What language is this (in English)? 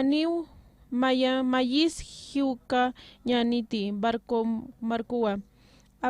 Aymara